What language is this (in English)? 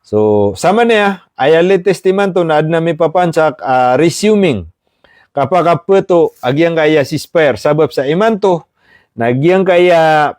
Maranao